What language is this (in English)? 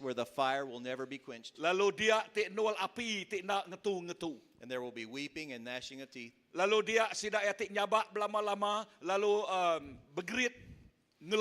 Iban